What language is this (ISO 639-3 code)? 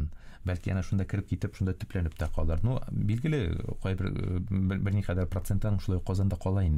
tat